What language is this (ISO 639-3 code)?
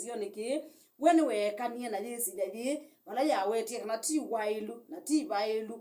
kam